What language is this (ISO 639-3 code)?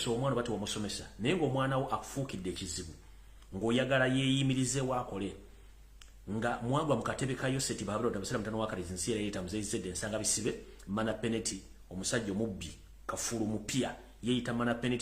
lug